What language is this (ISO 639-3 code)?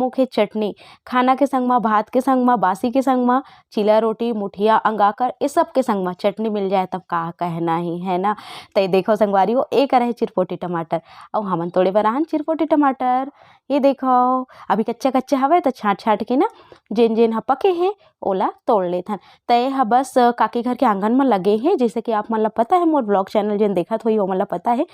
hne